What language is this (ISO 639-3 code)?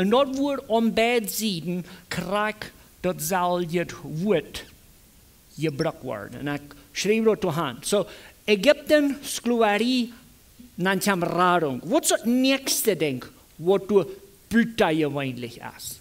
pdt